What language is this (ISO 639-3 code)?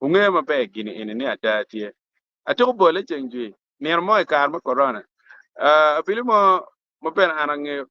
ach